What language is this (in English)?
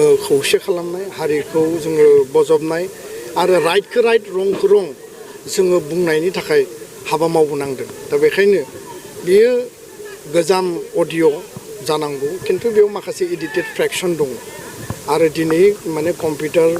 Bodo